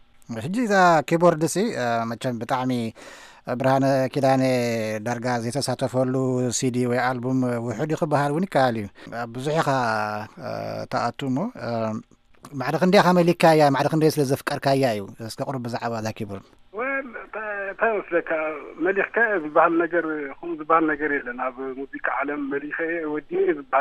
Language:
Tigrinya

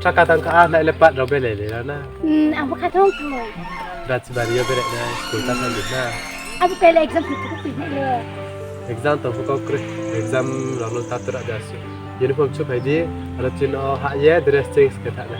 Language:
Riang (India)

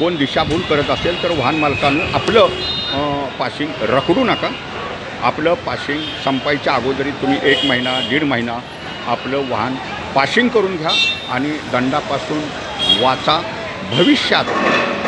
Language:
Marathi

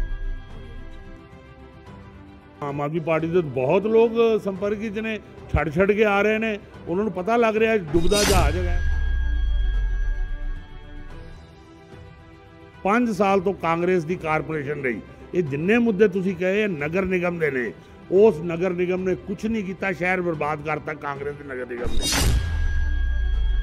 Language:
Punjabi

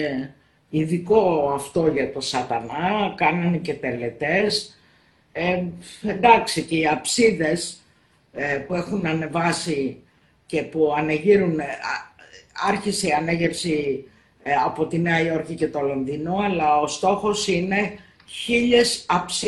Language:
Greek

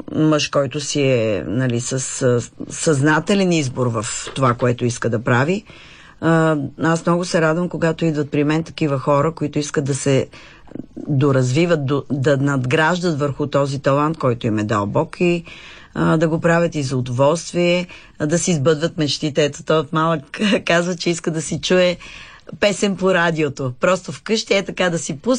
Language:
Bulgarian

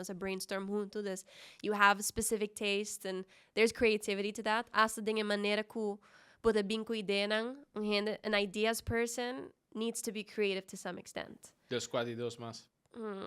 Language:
Papiamento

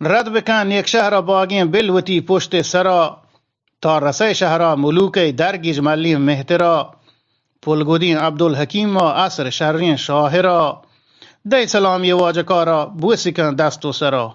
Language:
Eastern Balochi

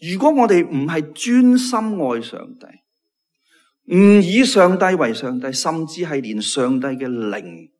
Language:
Cantonese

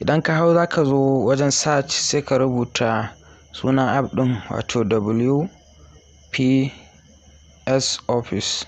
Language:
Hausa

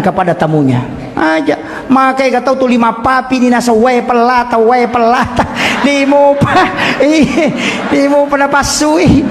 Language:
Buginese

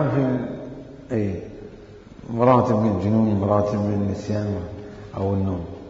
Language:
Mesopotamian Arabic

